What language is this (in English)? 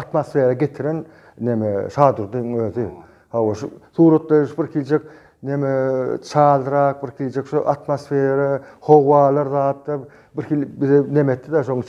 Turkmen